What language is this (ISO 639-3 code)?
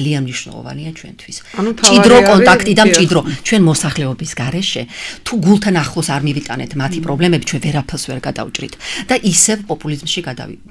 kat